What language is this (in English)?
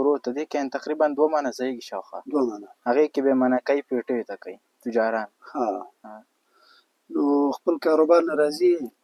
Pashto